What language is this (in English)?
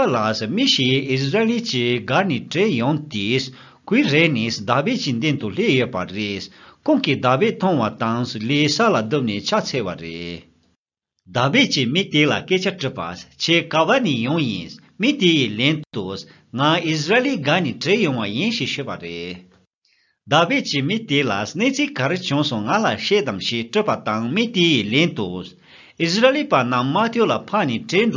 Tibetan